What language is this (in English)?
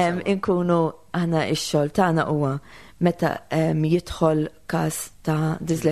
Maltese